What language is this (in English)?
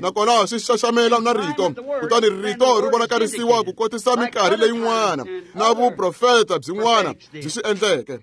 Tsonga